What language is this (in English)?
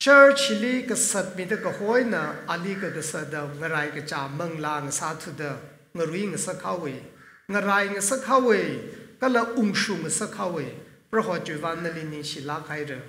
Tangkhul Naga (India)